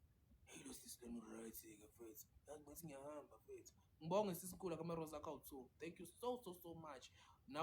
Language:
Zulu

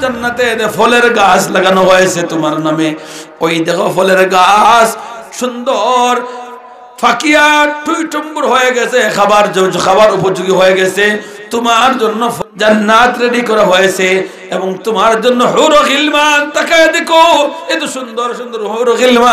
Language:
Sylheti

